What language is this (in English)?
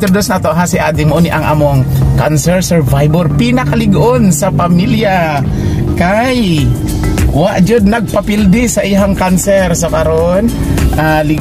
Cebuano